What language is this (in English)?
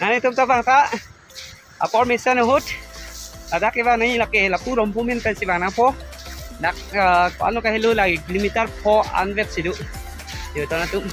Karbi